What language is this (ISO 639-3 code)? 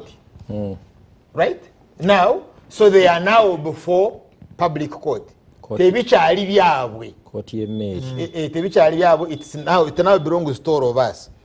lug